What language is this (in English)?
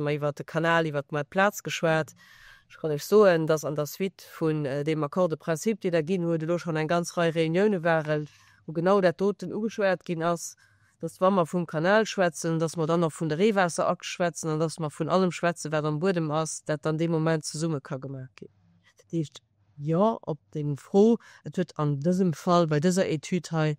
Luxembourgish